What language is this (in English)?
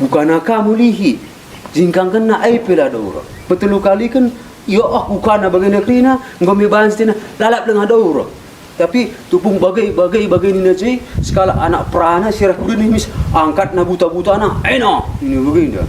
Batak Karo